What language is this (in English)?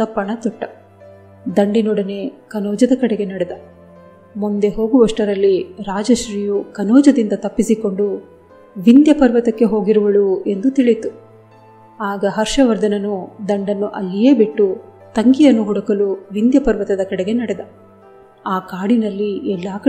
Kannada